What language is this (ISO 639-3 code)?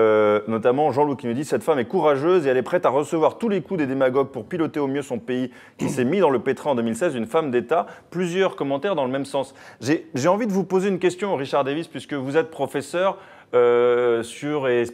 fra